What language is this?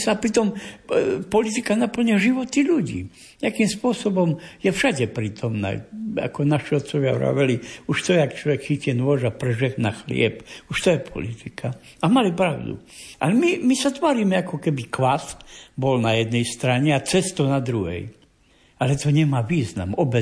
Slovak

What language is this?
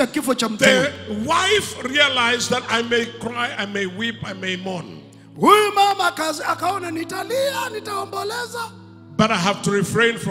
Swahili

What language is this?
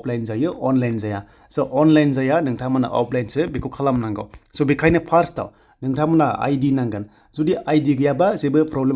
Bodo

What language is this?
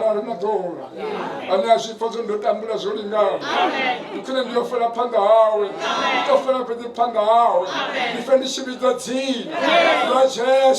Venda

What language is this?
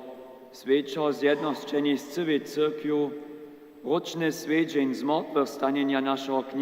Upper Sorbian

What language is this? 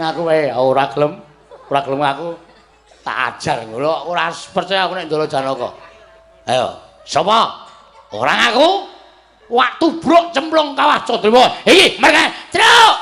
Javanese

